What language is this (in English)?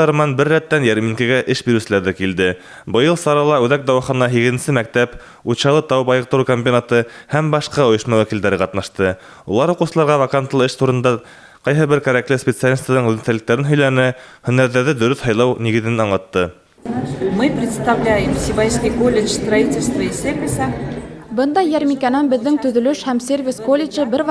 Bashkir